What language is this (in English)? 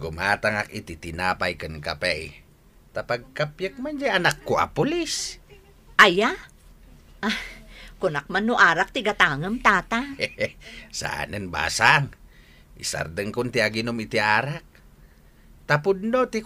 Iloko